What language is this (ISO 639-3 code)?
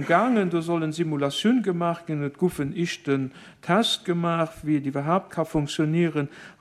ltz